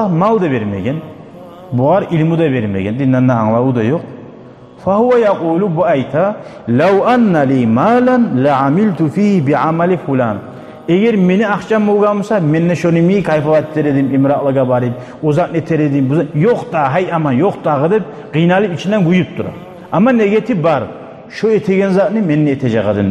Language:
Kumyk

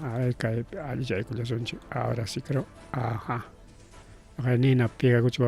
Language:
Ayacucho Quechua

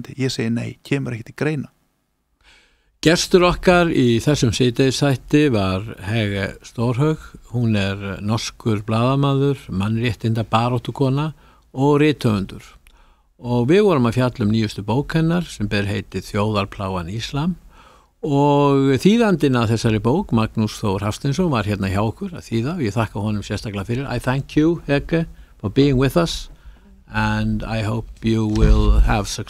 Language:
Icelandic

